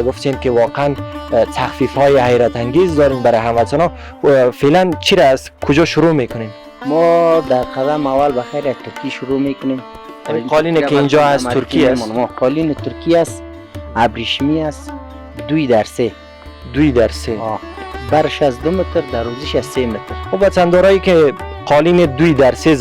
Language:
Persian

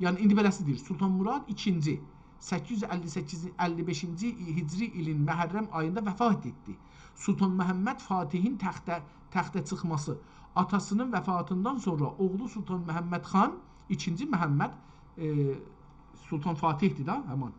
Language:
South Azerbaijani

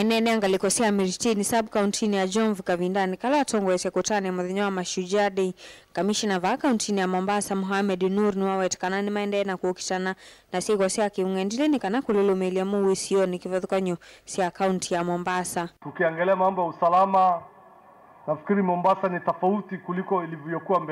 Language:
Kamba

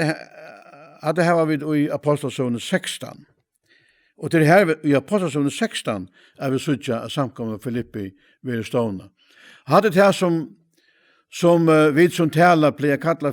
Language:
Faroese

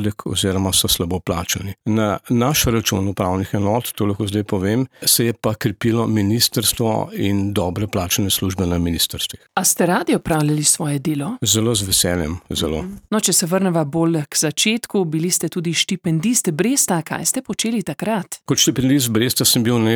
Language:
Slovenian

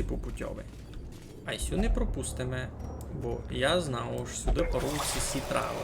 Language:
Rusyn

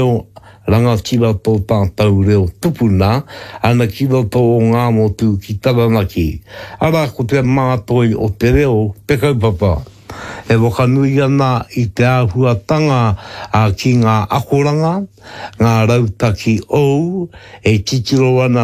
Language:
Māori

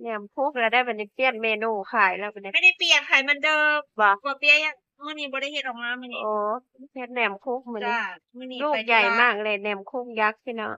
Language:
Northeastern Thai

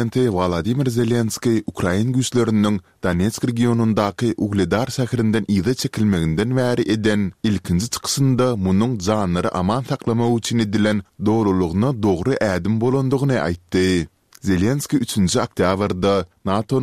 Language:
Kyrgyz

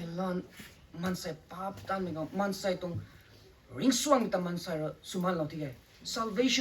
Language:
Rongmei Naga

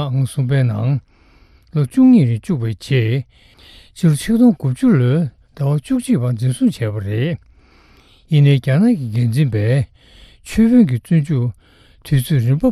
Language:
Tibetan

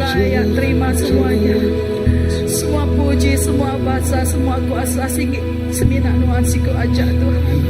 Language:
Iban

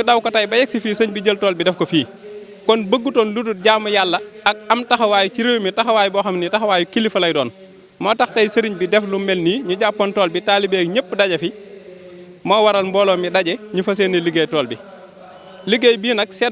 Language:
Wolof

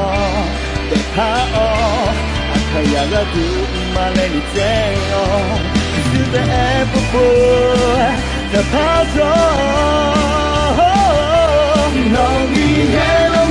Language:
Akha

